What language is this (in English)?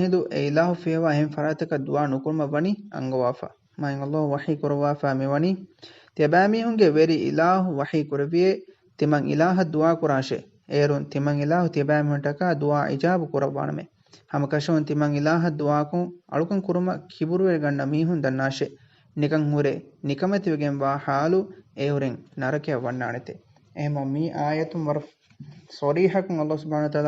Divehi